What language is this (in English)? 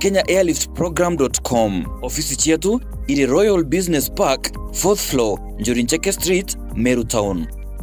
Meru